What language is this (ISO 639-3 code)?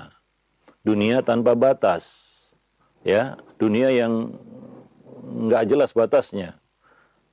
ind